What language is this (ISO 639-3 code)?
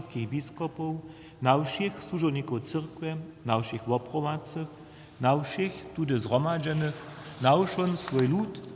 hsb